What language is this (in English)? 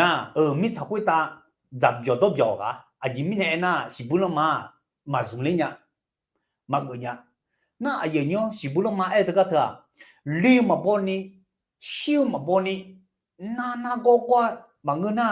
Akha